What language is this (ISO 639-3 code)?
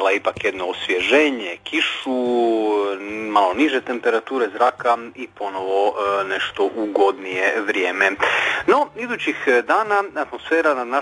hrv